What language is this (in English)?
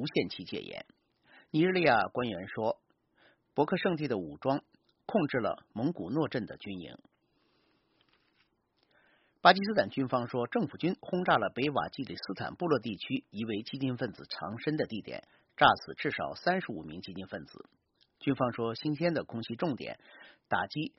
Chinese